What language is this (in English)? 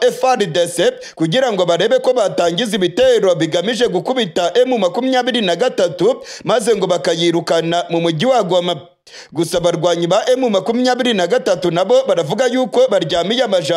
Kinyarwanda